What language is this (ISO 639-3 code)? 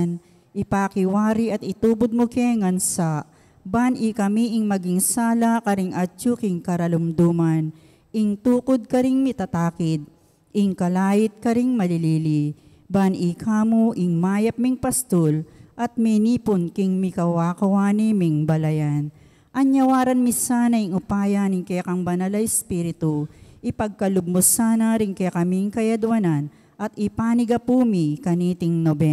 pam